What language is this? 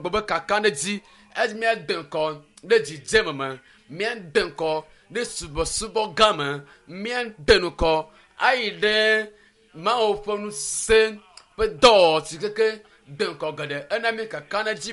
Ewe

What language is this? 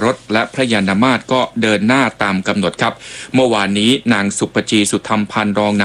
Thai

